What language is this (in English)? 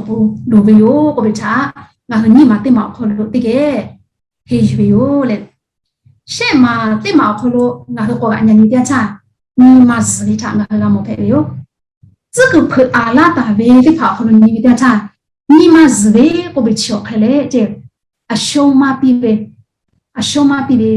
Lahu